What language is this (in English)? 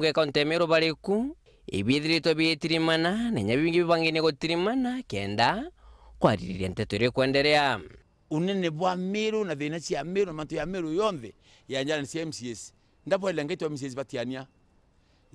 Meru